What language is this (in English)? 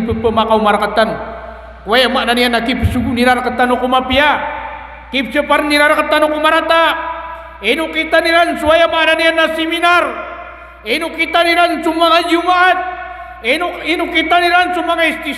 Maranao